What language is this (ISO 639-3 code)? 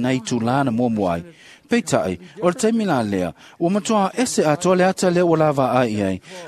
smo